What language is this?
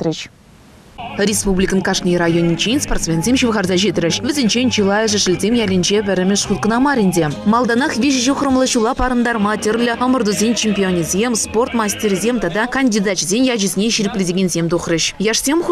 Chuvash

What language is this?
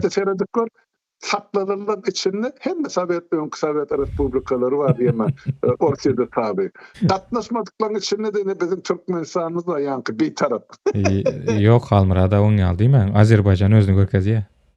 Turkmen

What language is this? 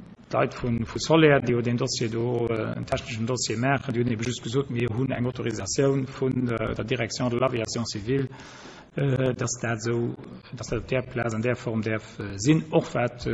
Luxembourgish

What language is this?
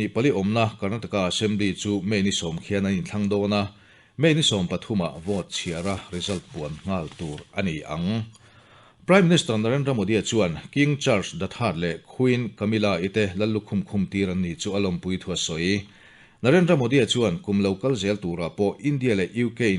Mizo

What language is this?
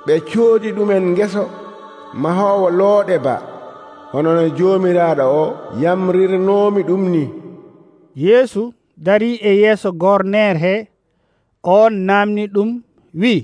Nigerian Fulfulde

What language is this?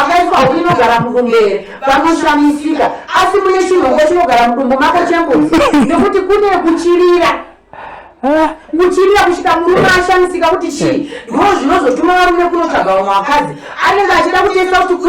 Shona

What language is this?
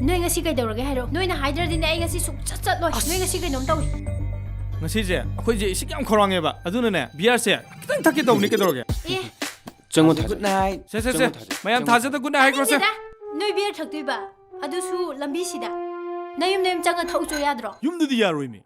Manipuri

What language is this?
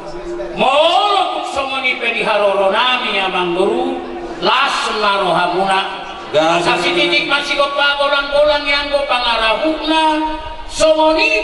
Batak Toba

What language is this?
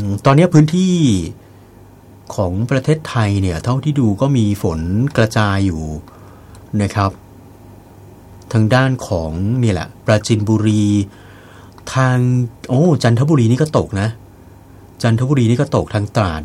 Thai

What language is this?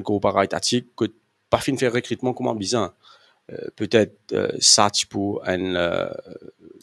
Morisyen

